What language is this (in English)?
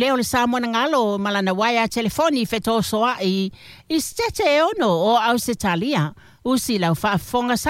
Samoan